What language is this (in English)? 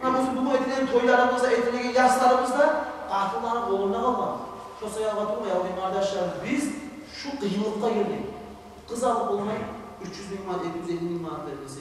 Kumyk